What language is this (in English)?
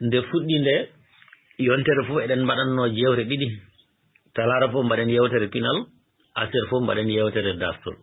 Fula